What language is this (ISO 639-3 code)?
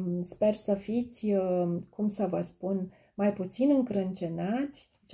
ron